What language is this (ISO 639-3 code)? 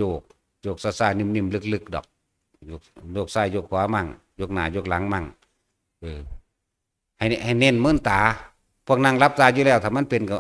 tts